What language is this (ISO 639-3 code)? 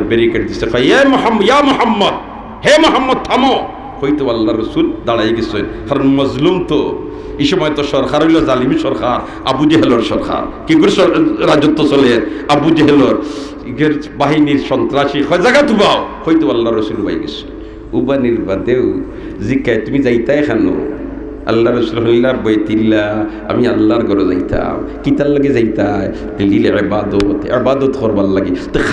syl